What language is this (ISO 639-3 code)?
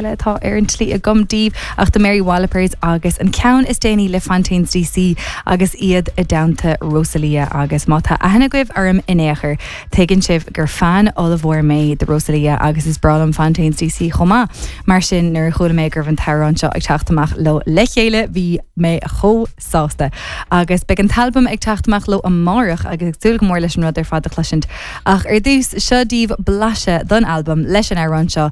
gle